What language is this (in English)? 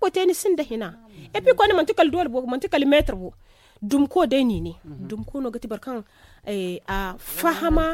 Zarma